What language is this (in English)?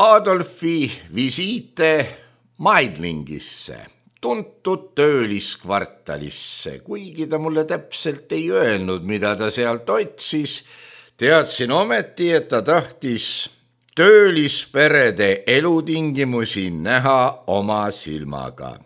Estonian